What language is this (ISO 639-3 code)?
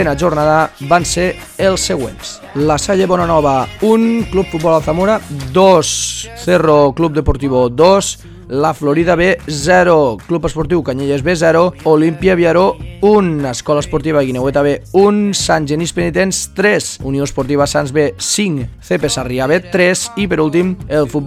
cat